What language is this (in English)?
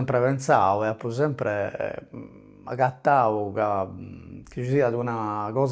Sardinian